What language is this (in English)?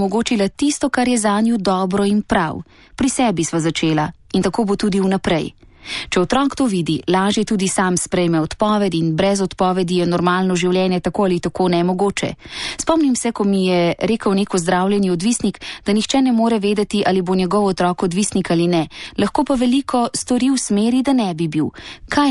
Slovenian